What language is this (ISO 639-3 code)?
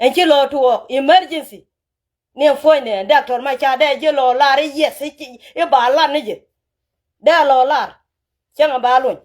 nus